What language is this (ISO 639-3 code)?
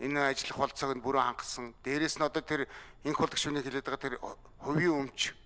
mon